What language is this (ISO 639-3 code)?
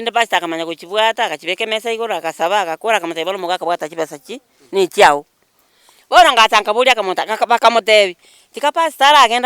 guz